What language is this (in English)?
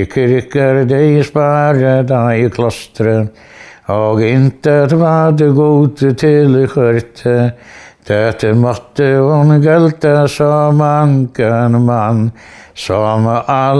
Faroese